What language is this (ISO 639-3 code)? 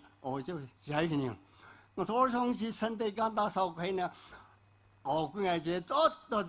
nmf